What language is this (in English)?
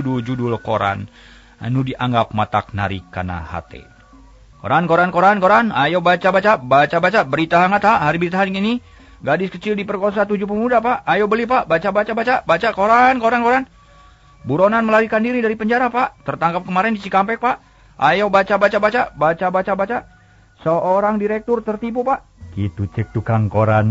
Sundanese